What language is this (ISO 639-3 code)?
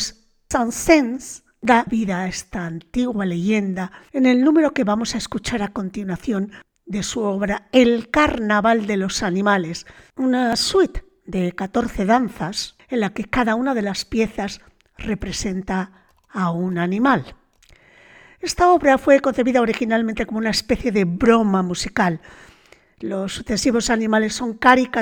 spa